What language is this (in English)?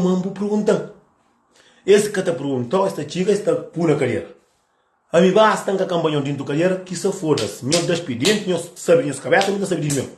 Kabuverdianu